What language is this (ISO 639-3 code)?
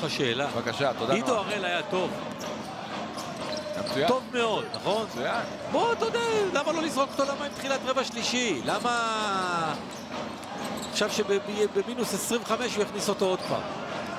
heb